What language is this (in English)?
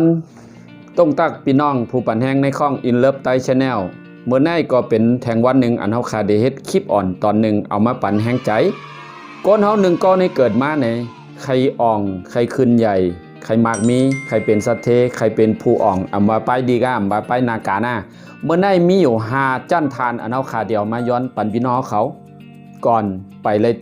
Shan